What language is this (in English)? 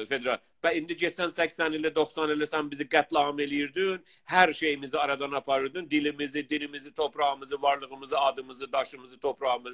South Azerbaijani